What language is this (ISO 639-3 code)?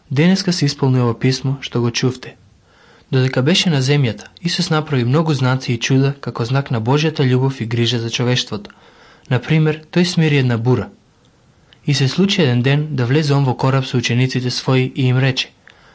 mkd